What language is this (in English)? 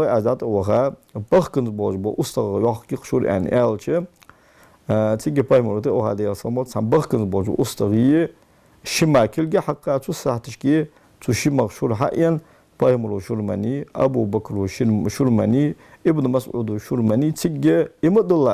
Ingush